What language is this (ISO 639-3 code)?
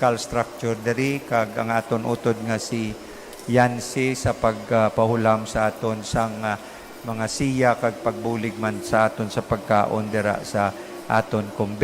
hil